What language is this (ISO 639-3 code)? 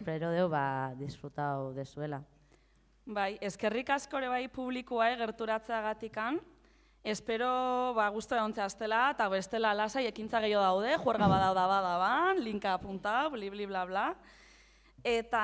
eus